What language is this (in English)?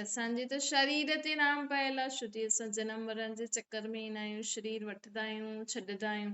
Sindhi